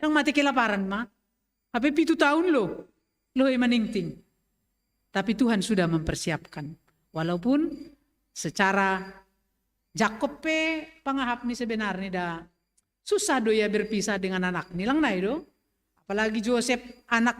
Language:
Batak Simalungun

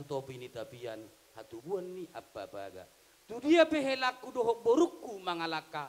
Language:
Batak Toba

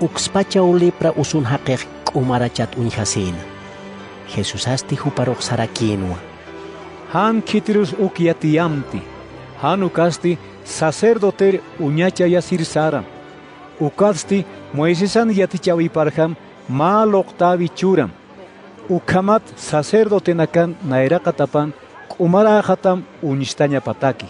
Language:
Aymara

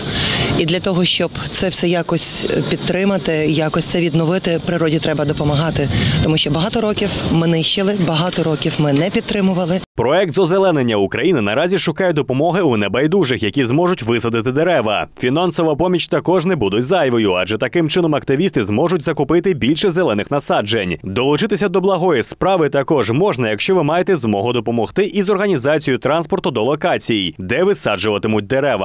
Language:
Ukrainian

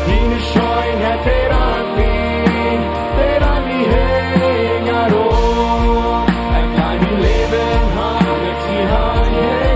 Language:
Plautdietsch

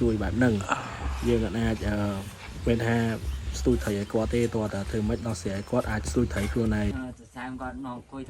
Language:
Khmer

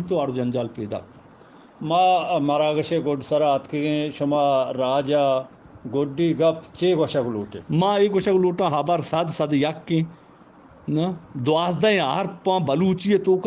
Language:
Eastern Balochi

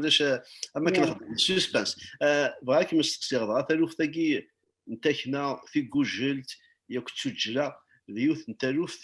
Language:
Kabyle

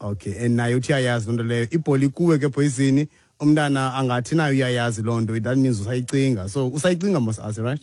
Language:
Xhosa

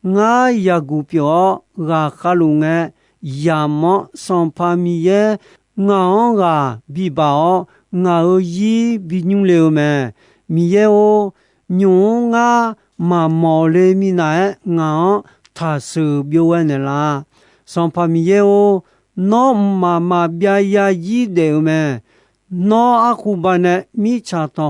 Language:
Akha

